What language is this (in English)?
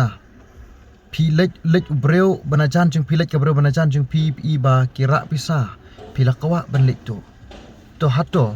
Khasi